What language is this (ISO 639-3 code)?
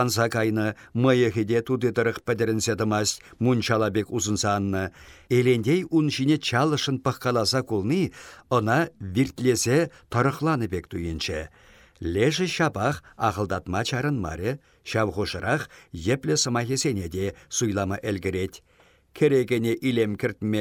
chv